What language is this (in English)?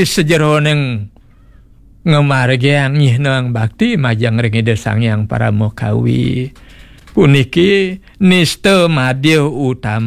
Balinese